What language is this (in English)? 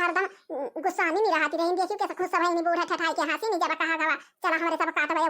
Awadhi